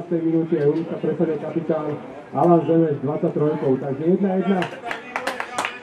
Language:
Slovak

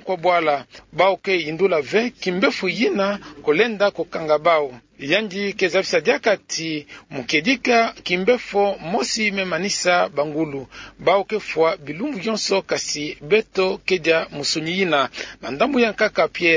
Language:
Kituba (Democratic Republic of Congo)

